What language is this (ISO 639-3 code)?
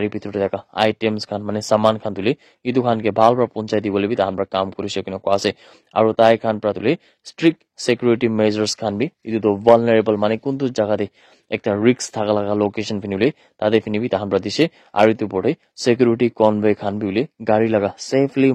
nag